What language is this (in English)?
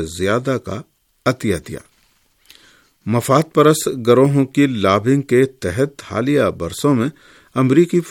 Urdu